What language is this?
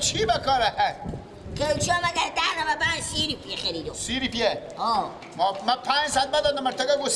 Persian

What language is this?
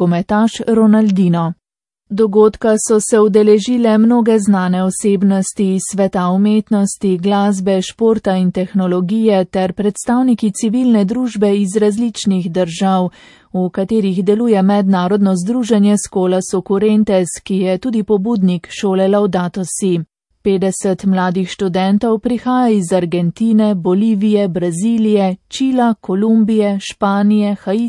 Slovenian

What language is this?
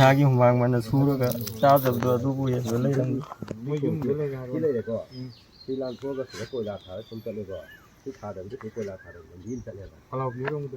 Manipuri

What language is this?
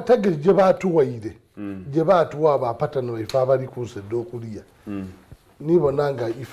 Soga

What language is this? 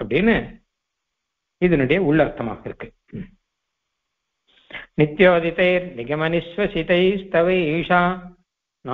Tamil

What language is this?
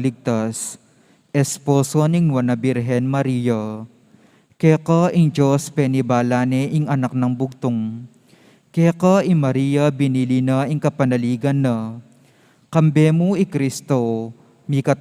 Pampanga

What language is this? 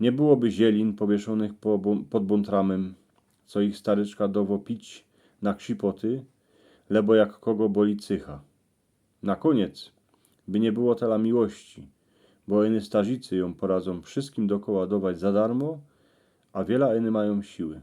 Silesian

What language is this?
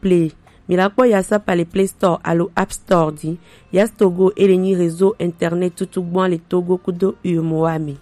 Gen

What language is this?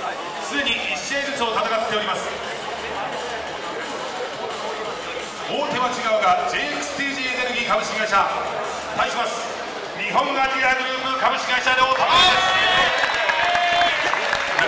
Japanese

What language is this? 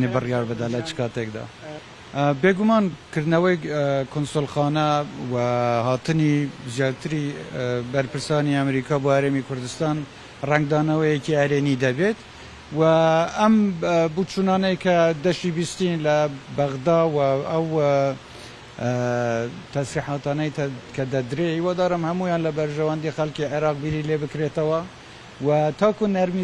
Central Kurdish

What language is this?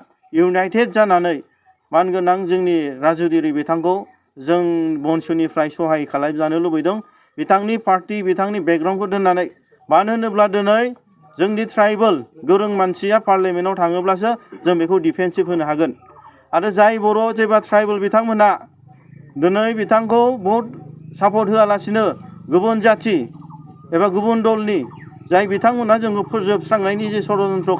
Bodo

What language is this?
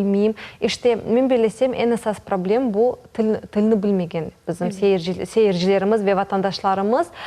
Crimean Tatar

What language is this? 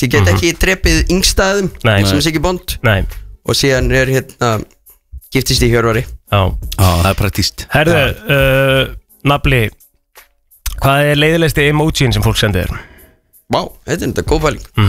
Icelandic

